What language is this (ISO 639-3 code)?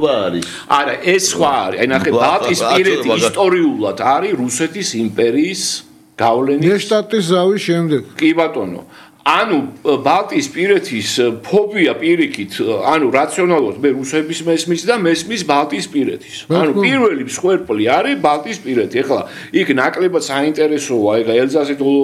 kat